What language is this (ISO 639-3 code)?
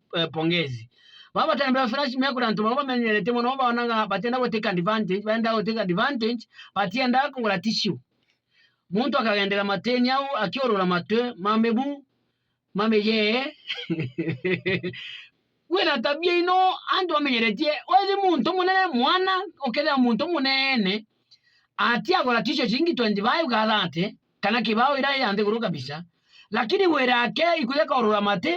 mer